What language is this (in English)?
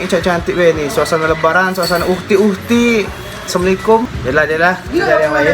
Musi